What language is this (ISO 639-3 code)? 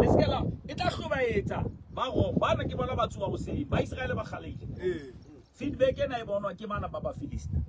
sot